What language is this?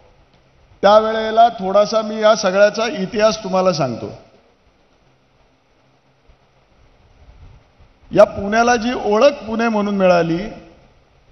Marathi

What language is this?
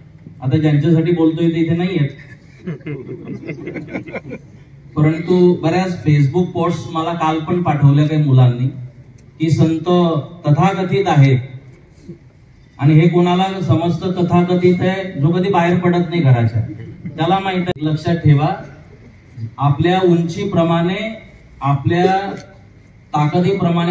Marathi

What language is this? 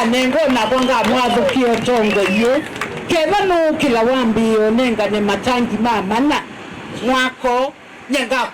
Kamba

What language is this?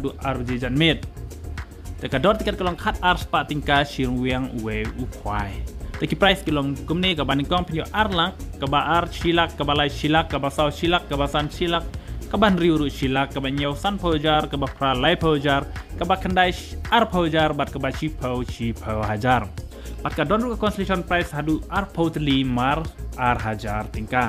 Khasi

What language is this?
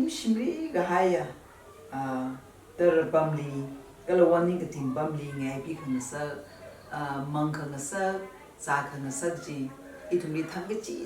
Tangkhul Naga (India)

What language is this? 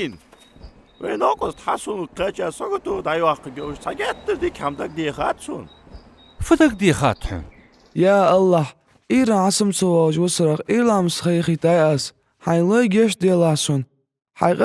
Ingush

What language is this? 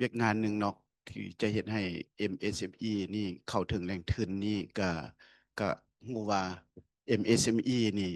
Lao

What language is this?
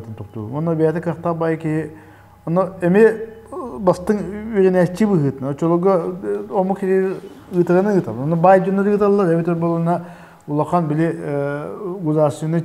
Yakut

